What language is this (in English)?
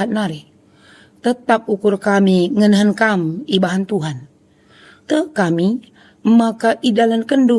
Batak Karo